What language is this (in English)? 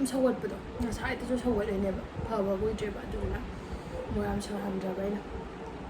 Manipuri